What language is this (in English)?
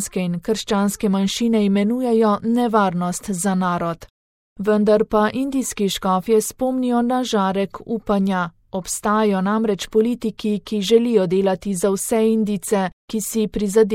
Slovenian